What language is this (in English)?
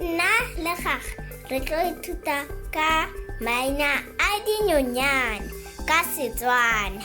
Tswana